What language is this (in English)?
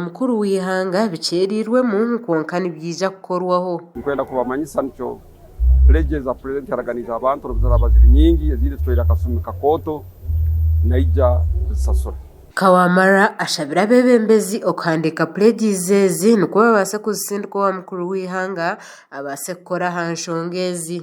Nyankole